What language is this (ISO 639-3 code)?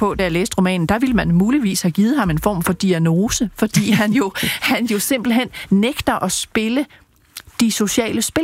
dan